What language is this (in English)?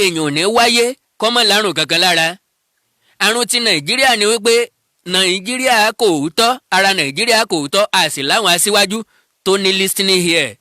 Yoruba